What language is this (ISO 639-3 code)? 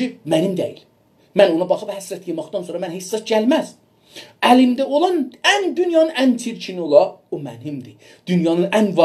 azb